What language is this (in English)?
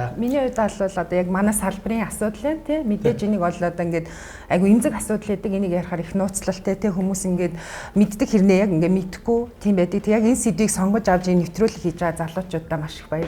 Mongolian